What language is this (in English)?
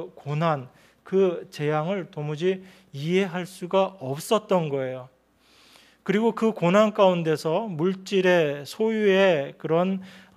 Korean